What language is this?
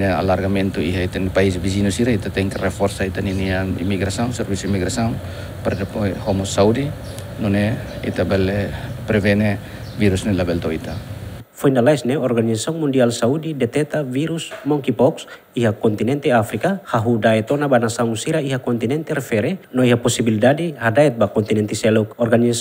Tetum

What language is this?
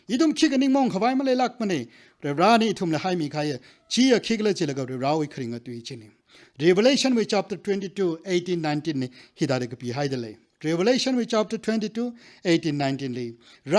Tangkhul Naga (India)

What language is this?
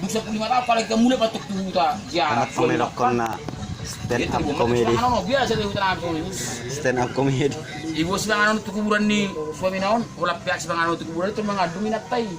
Batak Toba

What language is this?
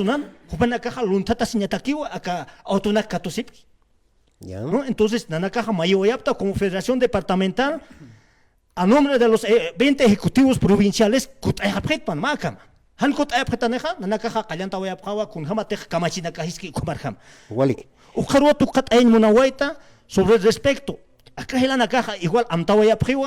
Aymara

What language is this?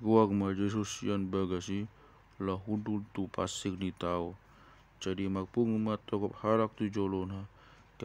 Batak Toba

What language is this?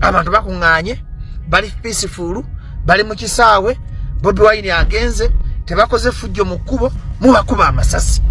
Ganda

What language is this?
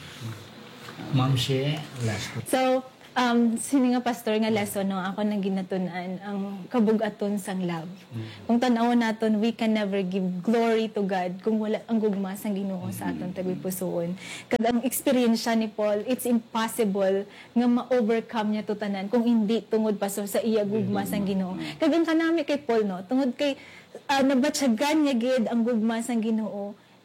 Hiligaynon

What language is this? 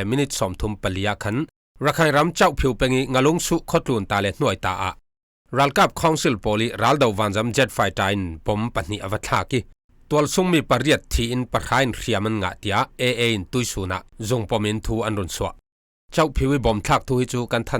Falam Chin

